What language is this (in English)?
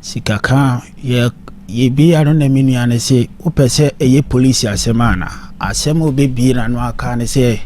Akan